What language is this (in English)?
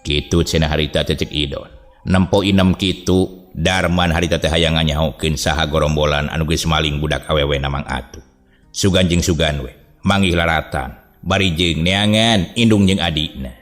Sundanese